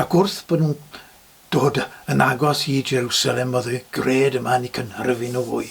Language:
Welsh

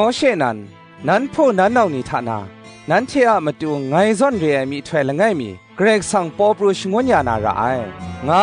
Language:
Kachin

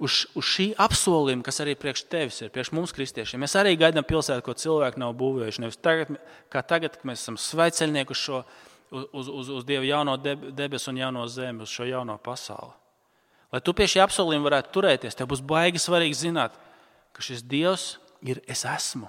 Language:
Latvian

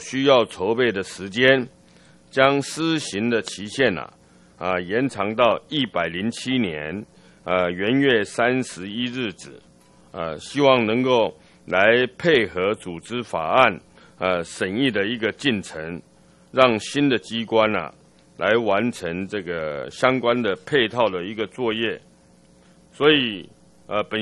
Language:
Chinese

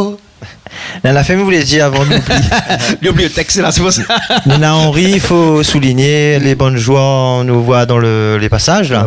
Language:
Réunion Creole French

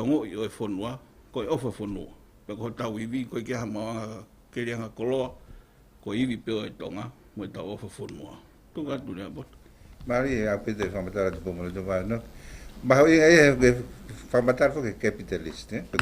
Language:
Tongan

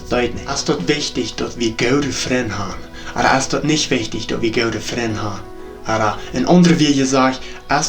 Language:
Plautdietsch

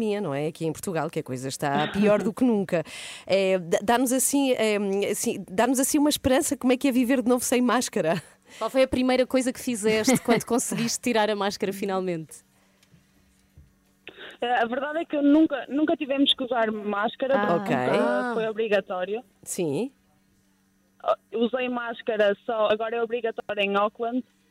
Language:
Portuguese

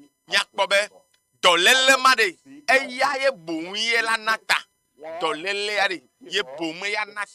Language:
Ewe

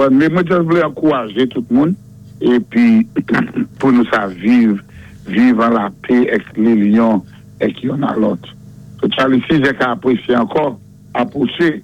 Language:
Saint Lucian Creole French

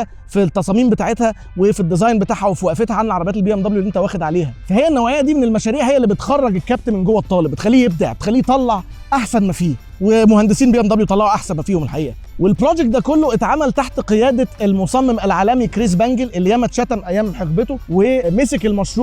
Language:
Egyptian Arabic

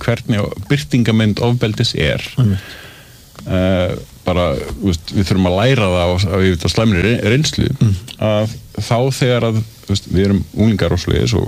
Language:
Icelandic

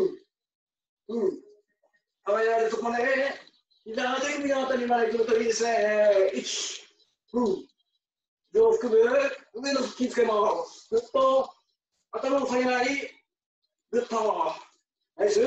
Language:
Japanese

